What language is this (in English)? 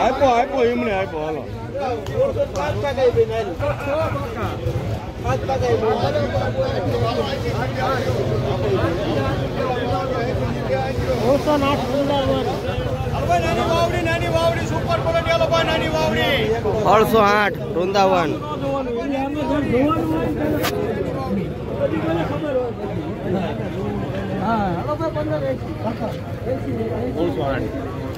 Gujarati